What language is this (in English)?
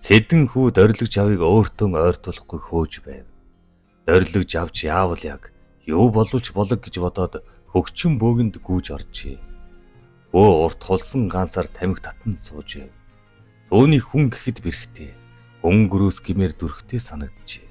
Mongolian